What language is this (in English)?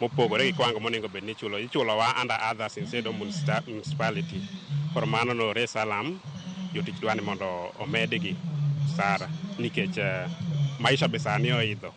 Luo (Kenya and Tanzania)